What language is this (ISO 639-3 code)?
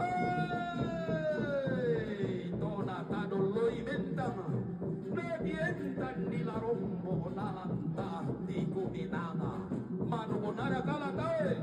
sda